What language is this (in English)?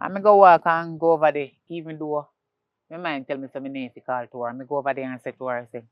Jamaican Creole English